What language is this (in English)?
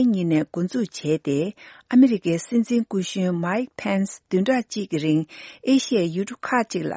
Tibetan